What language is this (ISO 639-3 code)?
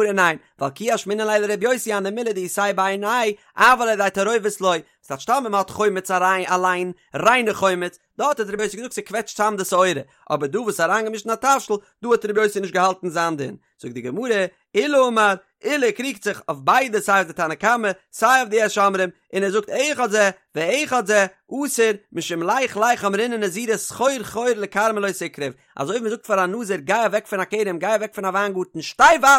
yid